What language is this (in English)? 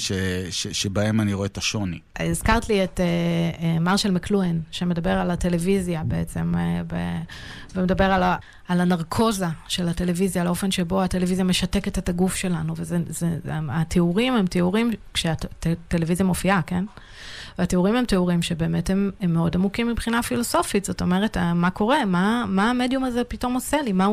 Hebrew